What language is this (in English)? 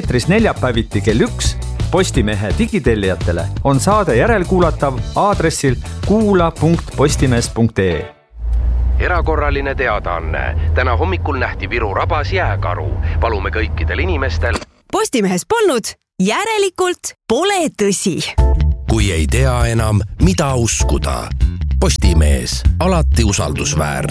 Estonian